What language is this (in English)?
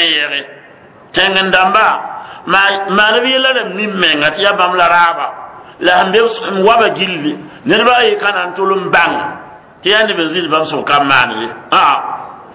Mossi